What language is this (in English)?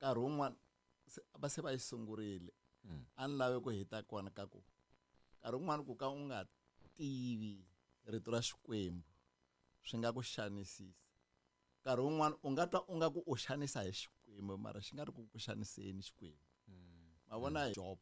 Tsonga